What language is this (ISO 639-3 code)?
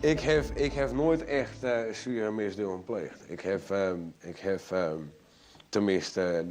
fry